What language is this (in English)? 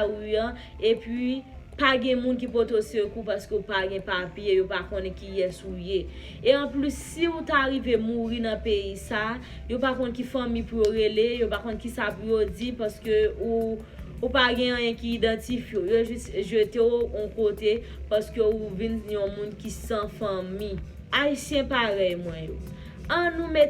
Haitian Creole